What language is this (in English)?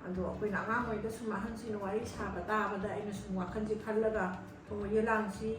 Manipuri